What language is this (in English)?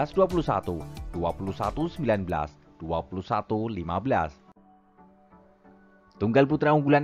Indonesian